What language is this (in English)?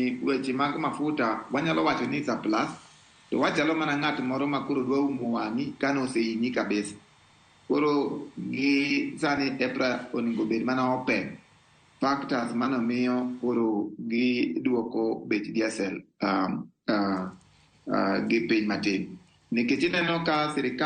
Luo (Kenya and Tanzania)